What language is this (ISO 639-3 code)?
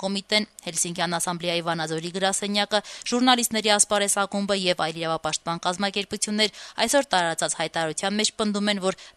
hye